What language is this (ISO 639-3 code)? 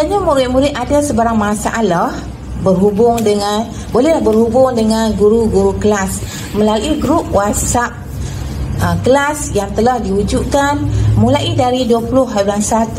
msa